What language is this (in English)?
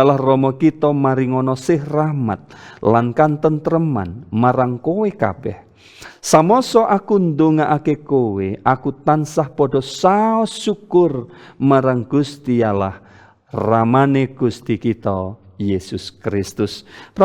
Javanese